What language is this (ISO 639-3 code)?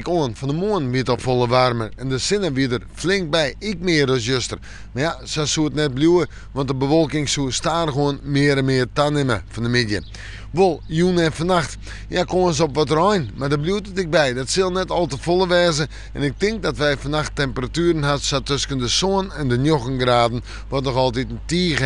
fry